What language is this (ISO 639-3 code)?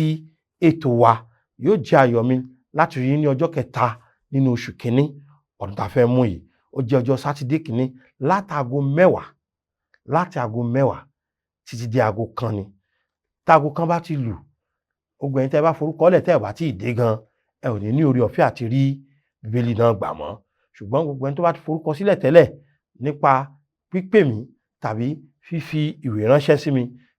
yor